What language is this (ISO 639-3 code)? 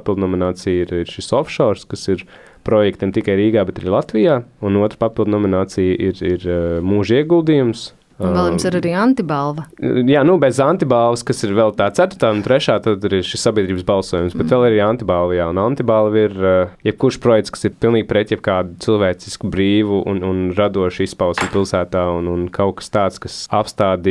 lav